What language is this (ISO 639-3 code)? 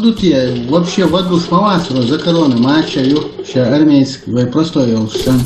che